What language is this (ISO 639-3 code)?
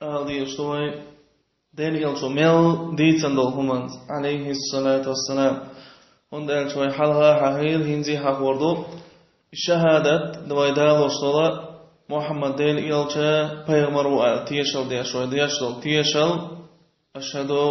che